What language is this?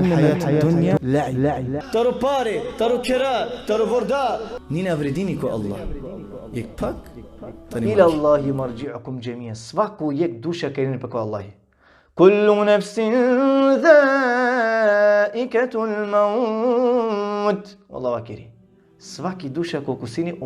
Balkan Romani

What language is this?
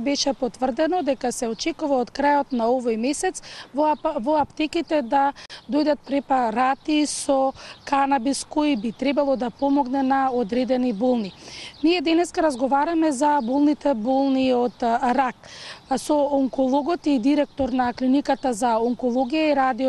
Macedonian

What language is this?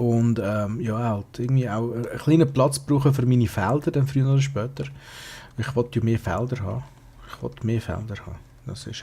Swiss German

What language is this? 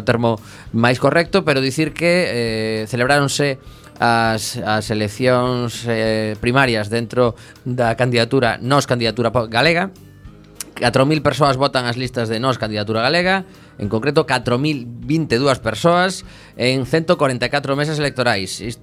Galician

